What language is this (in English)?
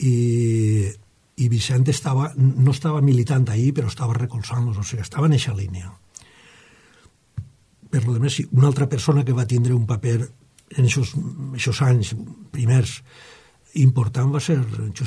Catalan